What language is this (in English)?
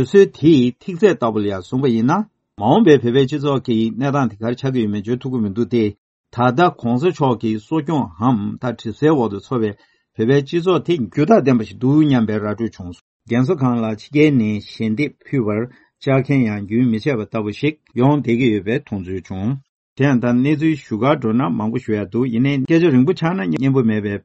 Tibetan